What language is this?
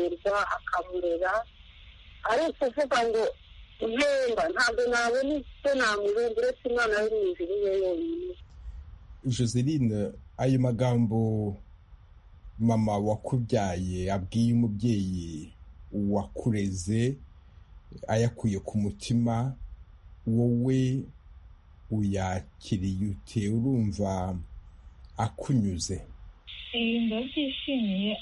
Kinyarwanda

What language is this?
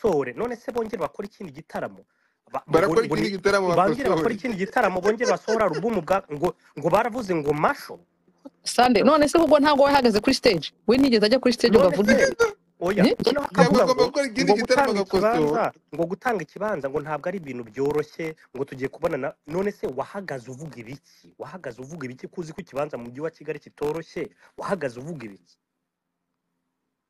Kinyarwanda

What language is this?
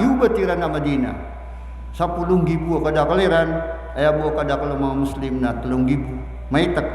Maranao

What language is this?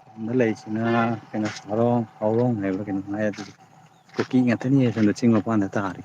Manipuri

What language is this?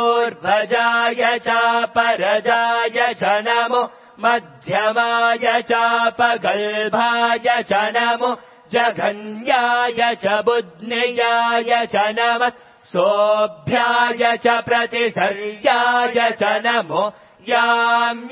Sanskrit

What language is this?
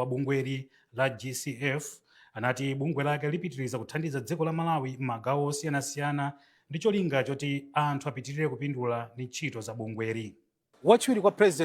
Nyanja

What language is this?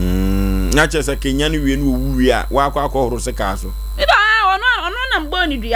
Akan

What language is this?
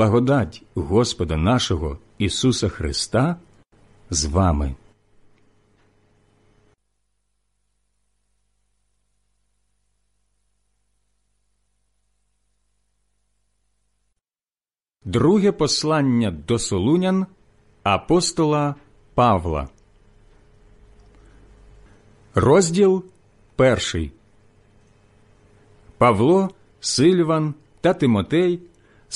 Ukrainian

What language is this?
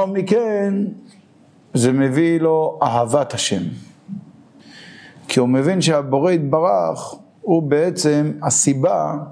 Hebrew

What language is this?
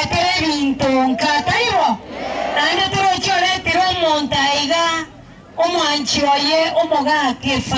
Gusii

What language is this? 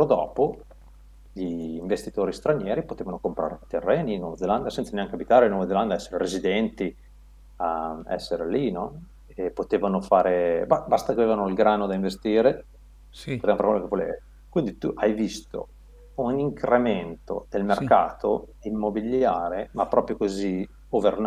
Italian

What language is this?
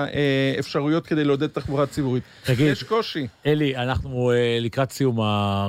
Hebrew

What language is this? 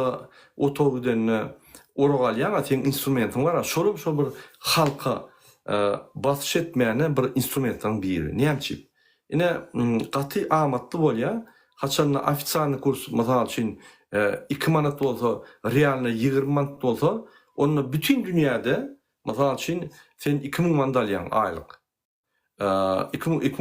Turkmen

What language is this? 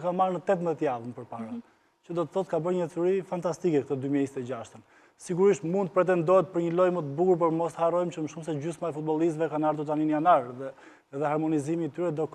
Albanian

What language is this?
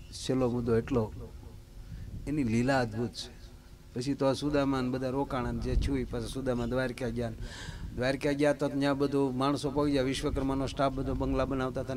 Gujarati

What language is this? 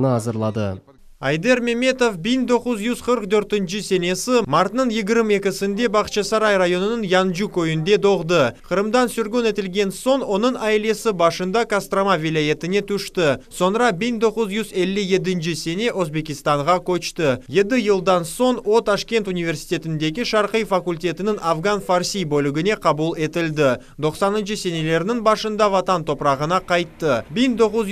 Crimean Tatar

